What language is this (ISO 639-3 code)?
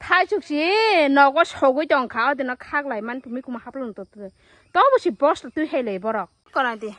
trp